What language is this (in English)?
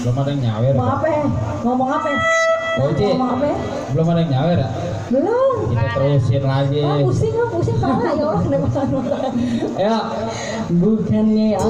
Betawi